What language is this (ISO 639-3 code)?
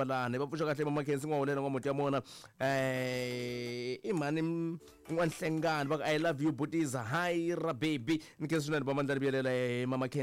tso